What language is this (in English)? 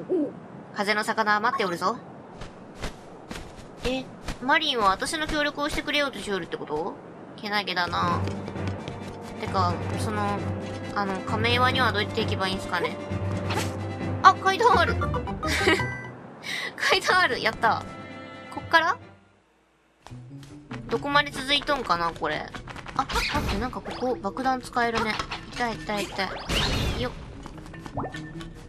Japanese